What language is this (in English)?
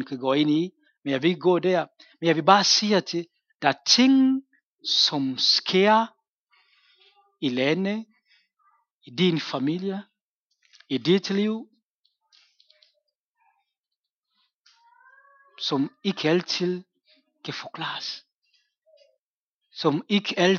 Danish